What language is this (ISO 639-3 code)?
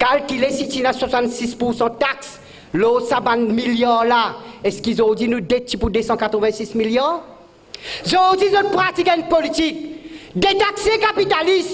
mfe